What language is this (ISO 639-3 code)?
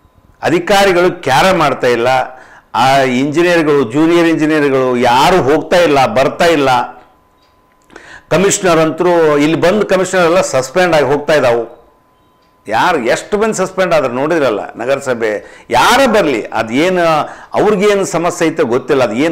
kan